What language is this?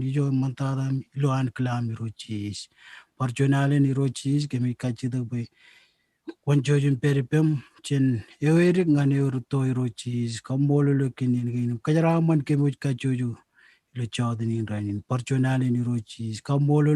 Marshallese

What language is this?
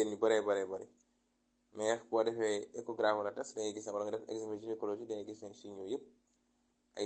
Wolof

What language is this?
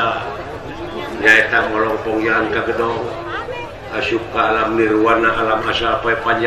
Sundanese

